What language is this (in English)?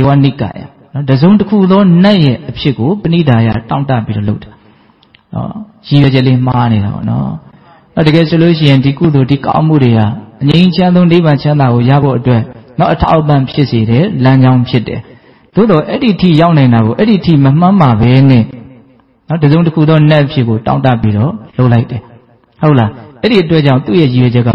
Burmese